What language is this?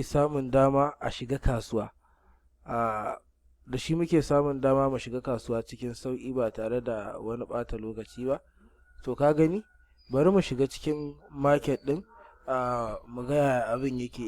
Hausa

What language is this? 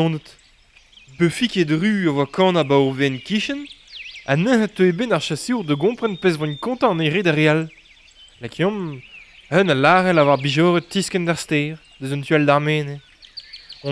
Breton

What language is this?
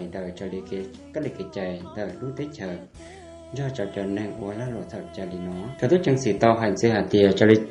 Hmong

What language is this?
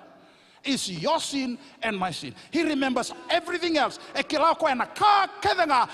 Fijian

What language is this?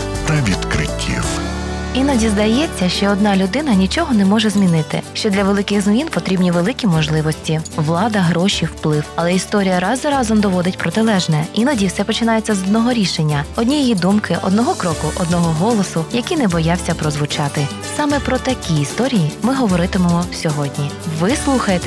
Ukrainian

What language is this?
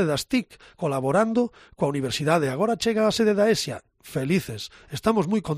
Galician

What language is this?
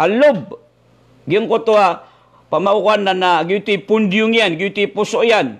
Maranao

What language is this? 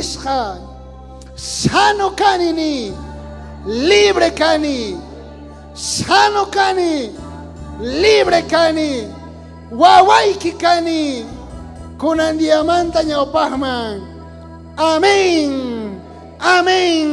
South Bolivian Quechua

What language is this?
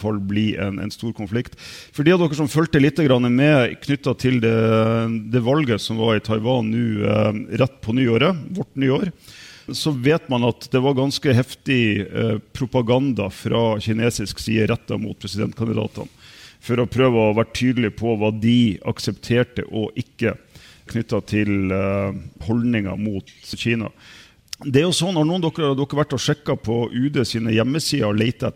Norwegian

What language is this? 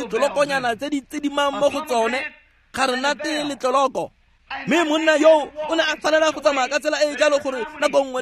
Tswana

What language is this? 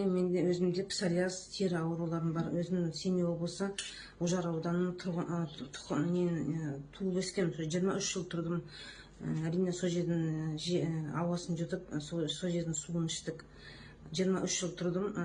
Kazakh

